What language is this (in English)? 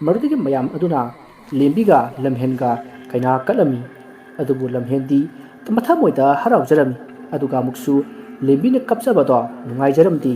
Manipuri